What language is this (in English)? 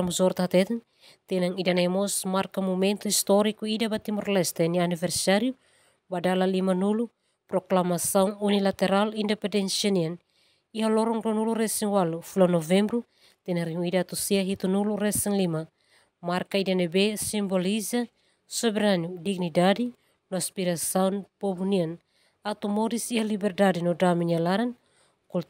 Tetum